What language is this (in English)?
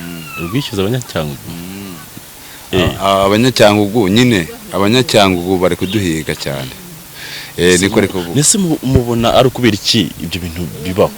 Kinyarwanda